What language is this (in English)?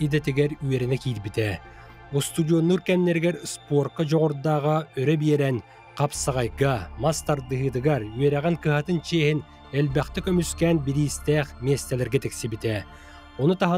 Yakut